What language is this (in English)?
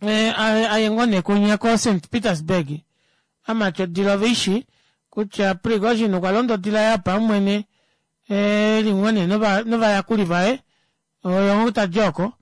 Kuanyama